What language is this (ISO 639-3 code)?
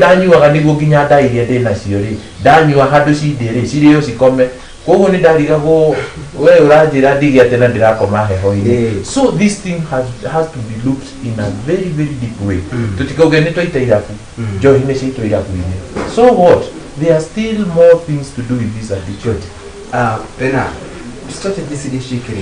kik